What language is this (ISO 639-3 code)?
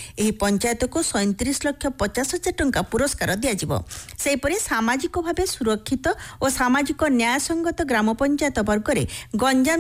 ori